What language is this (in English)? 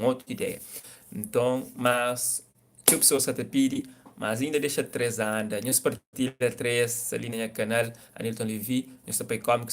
Kabuverdianu